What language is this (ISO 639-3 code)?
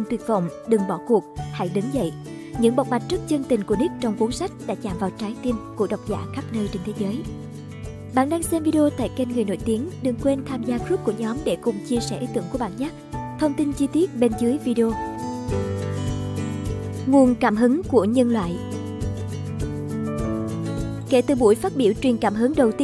vie